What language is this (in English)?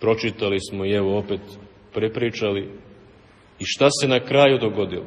Serbian